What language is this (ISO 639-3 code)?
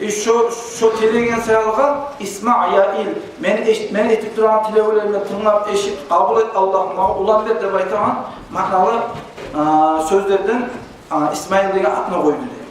kum